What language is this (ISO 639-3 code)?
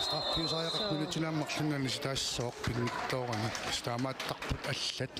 kal